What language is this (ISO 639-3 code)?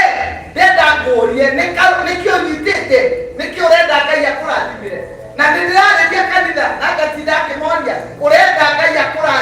kik